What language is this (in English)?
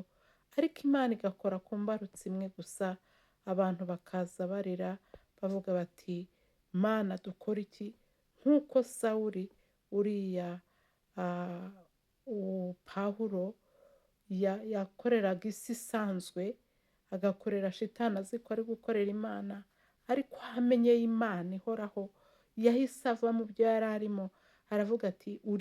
Kinyarwanda